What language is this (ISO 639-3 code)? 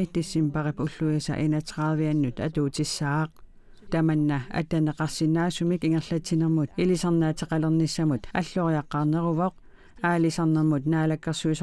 kal